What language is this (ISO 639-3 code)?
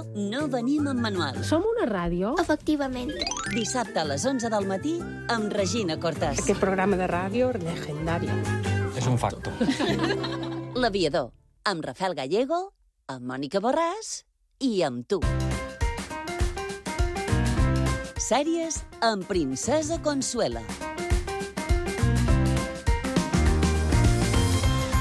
cat